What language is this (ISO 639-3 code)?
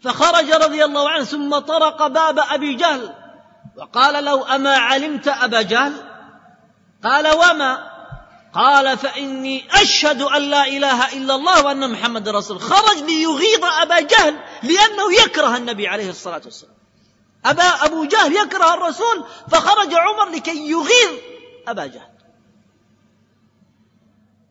ara